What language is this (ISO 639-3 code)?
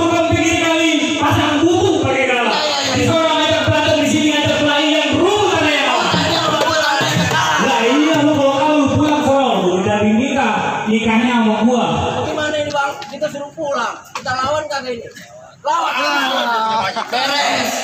bew